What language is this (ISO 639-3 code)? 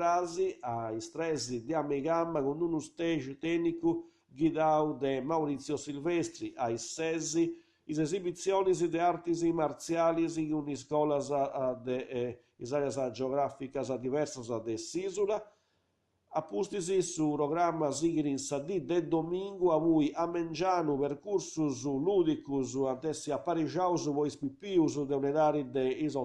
srd